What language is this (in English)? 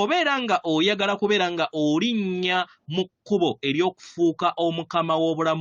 Ganda